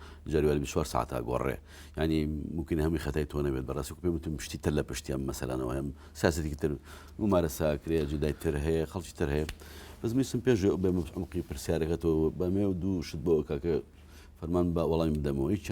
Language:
Central Kurdish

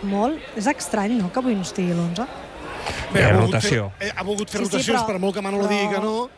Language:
Catalan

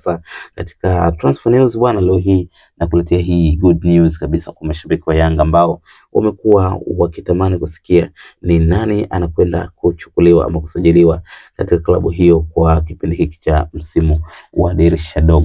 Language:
Swahili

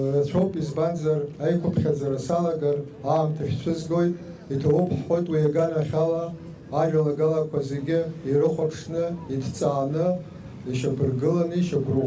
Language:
Abkhazian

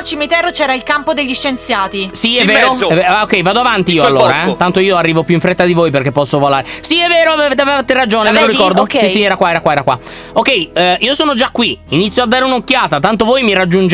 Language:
Italian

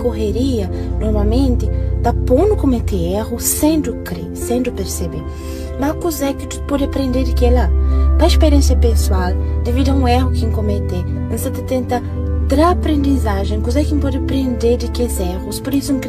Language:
Kabuverdianu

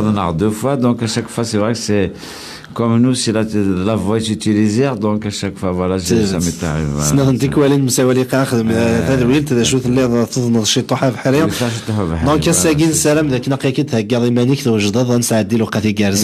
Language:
Kabyle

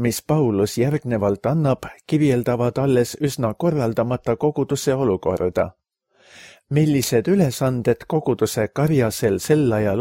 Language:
Estonian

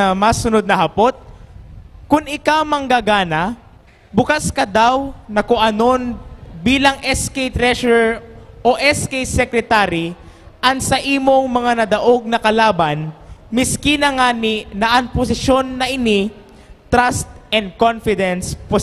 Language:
Bikol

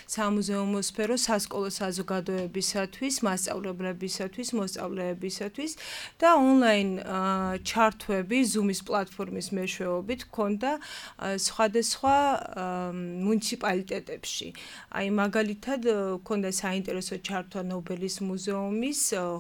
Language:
Georgian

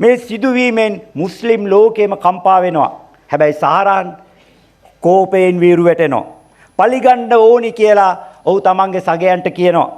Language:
Sinhala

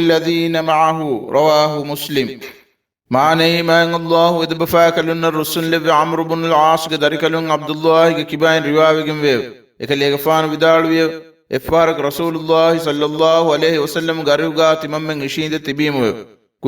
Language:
Divehi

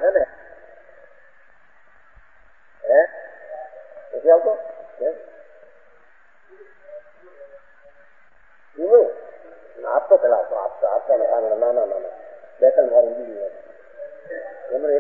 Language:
Gujarati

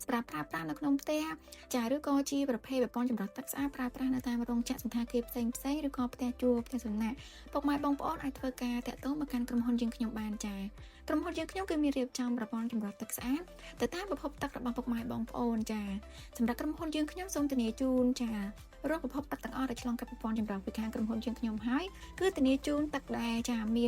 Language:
Khmer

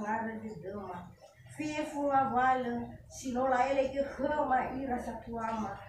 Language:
Nias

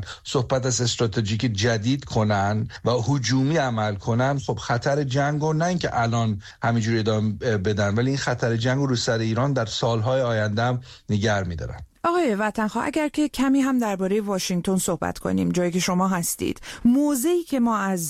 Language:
Persian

